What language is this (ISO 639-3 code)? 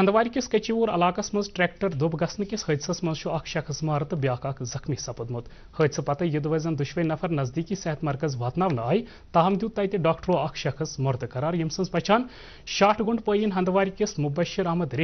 kas